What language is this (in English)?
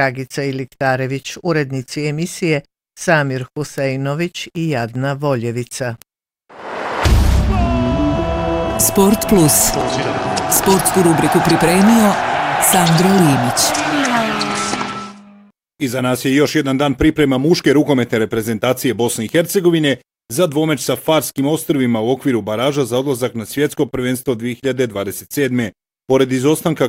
Bosnian